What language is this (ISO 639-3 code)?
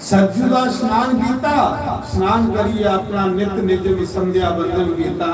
doi